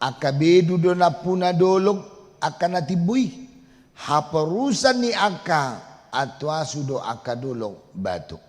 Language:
Batak Toba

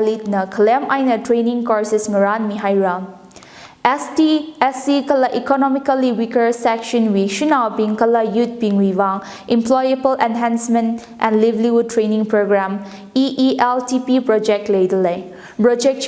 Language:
Tangkhul Naga (India)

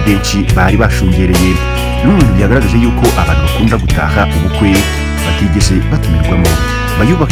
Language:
Kinyarwanda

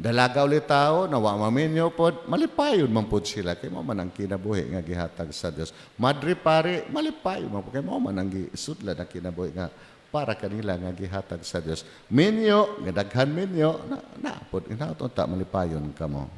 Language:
Cebuano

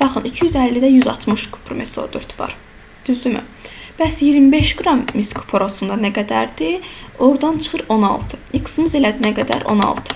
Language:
Azerbaijani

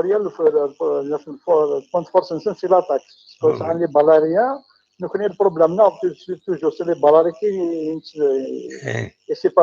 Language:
Kabyle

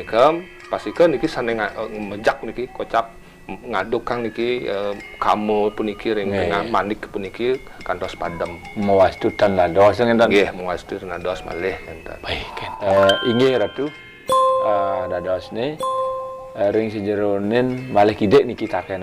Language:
Balinese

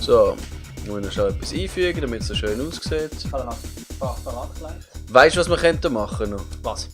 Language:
Swiss German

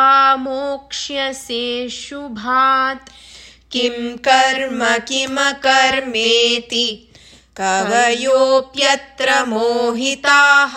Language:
Sanskrit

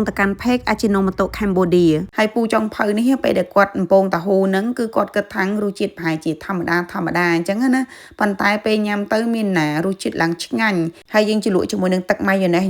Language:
Khmer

